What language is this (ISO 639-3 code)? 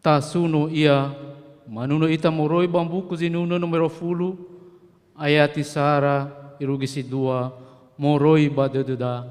nia